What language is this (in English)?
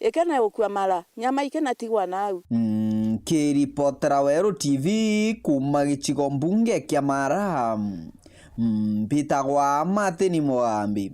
Meru